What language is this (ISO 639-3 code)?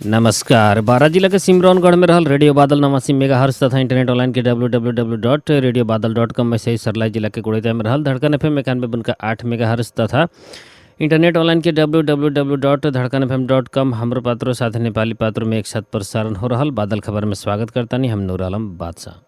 bho